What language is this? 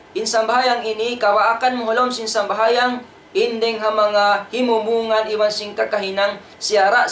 Tausug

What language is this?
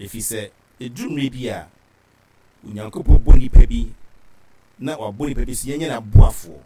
Akan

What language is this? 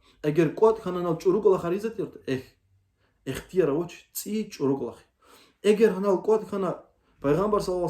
Lezghian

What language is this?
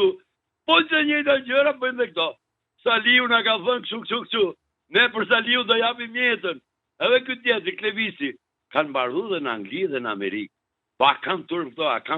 Albanian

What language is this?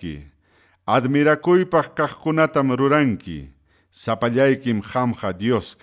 Ayacucho Quechua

